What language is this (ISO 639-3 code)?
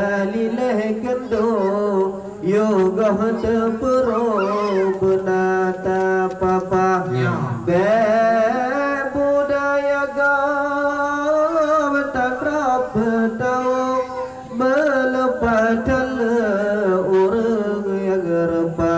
ace